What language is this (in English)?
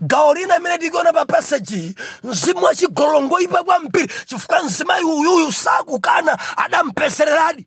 Nyanja